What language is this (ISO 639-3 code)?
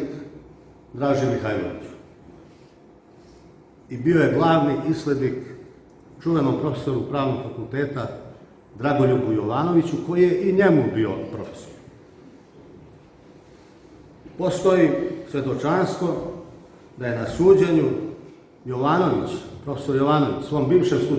srp